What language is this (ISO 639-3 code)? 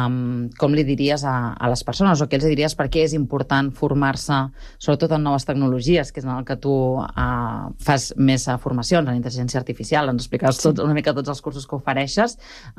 cat